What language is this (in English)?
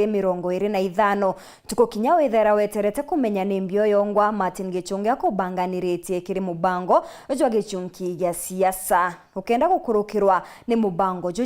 Meru